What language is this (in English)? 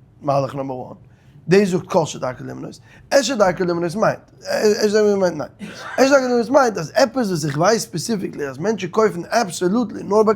Yiddish